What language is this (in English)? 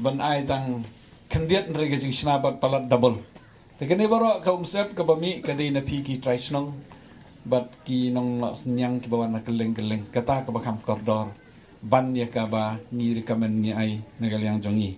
Khasi